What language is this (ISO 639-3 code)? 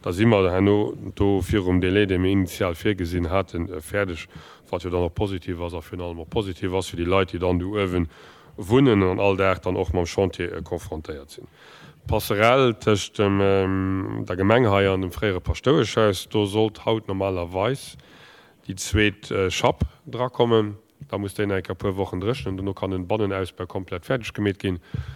ltz